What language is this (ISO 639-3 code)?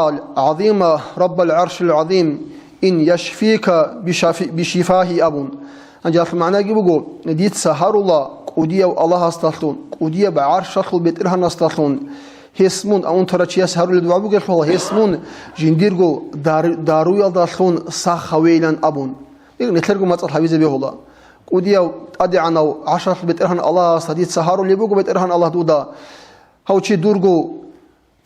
ava